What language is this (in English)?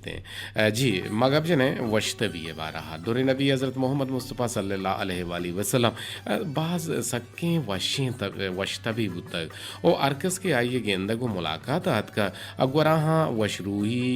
Eastern Balochi